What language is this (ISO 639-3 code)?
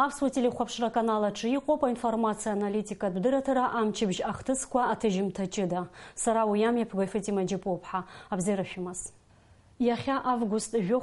abk